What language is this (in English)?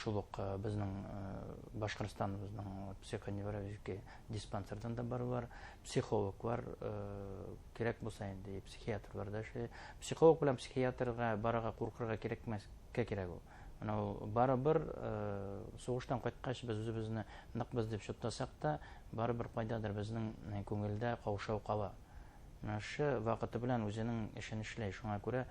Bashkir